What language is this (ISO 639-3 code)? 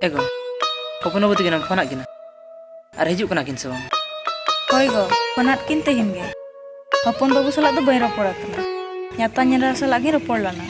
sat